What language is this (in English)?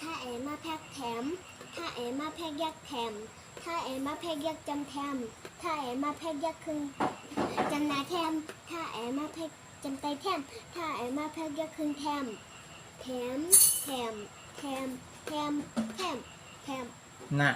Shan